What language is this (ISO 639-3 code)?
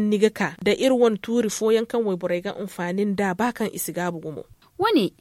dje